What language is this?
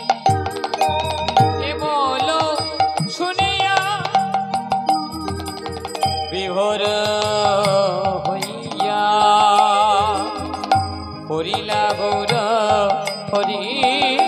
Bangla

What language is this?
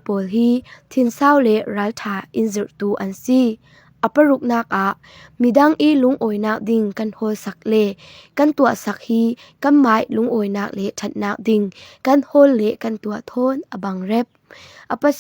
Falam Chin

